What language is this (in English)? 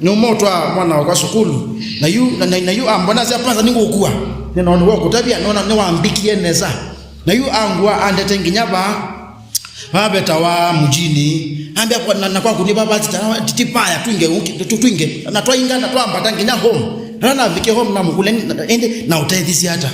Kamba